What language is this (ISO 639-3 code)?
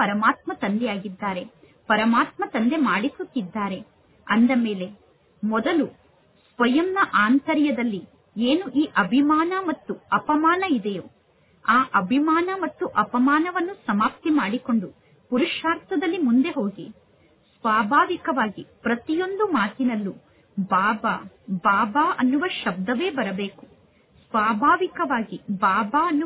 kan